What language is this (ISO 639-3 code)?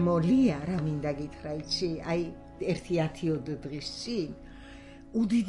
kat